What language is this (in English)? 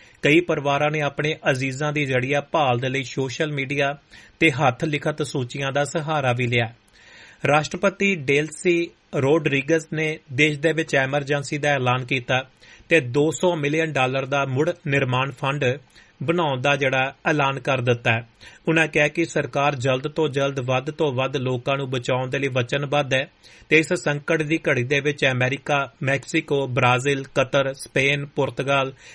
Punjabi